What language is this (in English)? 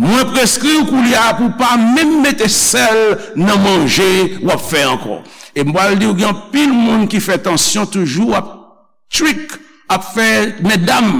Haitian Creole